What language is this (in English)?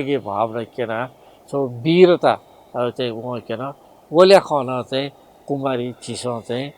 Newari